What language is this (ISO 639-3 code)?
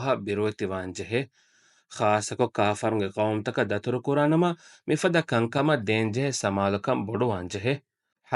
div